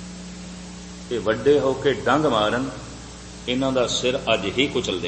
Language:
Punjabi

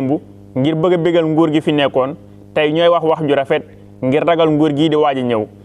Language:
Wolof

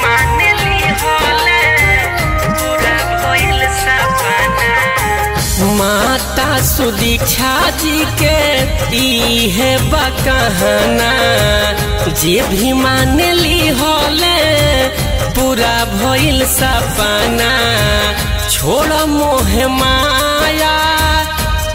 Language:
Bhojpuri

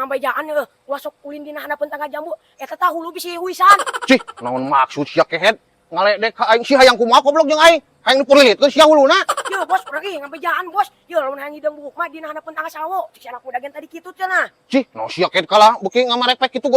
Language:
Sundanese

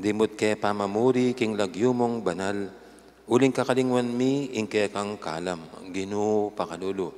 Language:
Pampanga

